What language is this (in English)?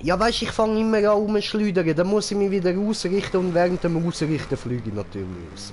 Swiss German